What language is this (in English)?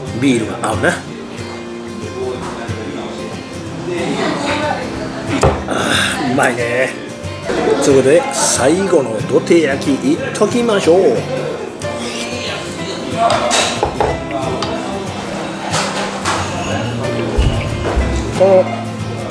Japanese